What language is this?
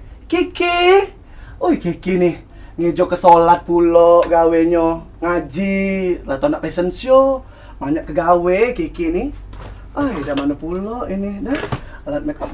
Musi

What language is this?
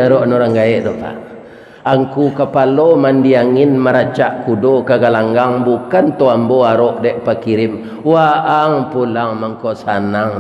Minangkabau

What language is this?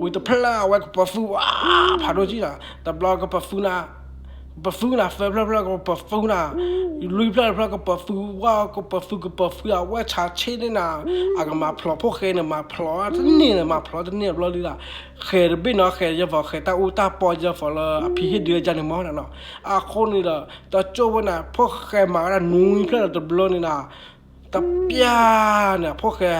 S'gaw Karen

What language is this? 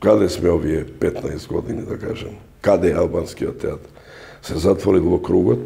Macedonian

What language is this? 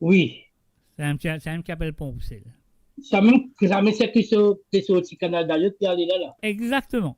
Morisyen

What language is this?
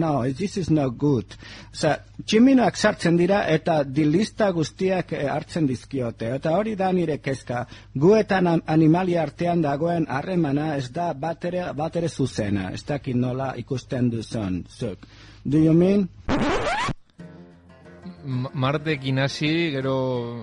Basque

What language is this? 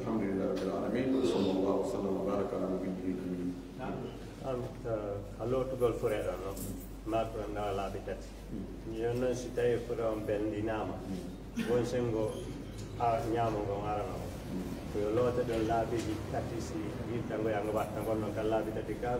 Pular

